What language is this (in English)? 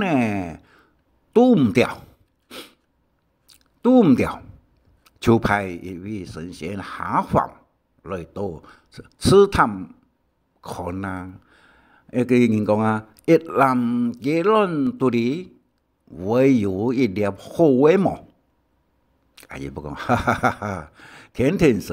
Hakka Chinese